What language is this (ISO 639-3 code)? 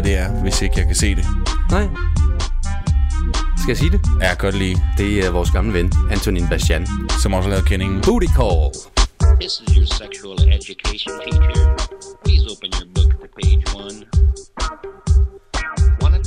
dan